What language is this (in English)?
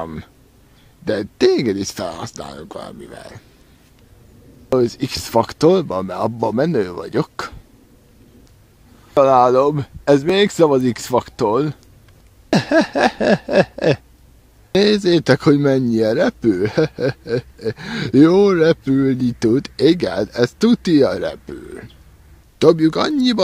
Hungarian